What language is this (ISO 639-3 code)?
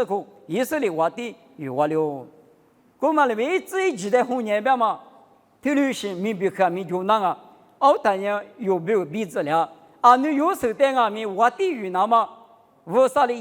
lis